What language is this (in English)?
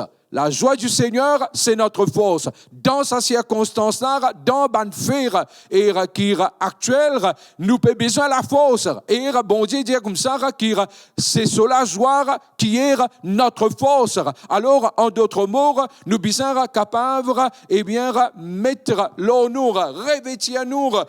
Morisyen